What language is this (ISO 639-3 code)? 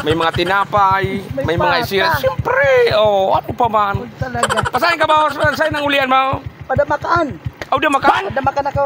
bik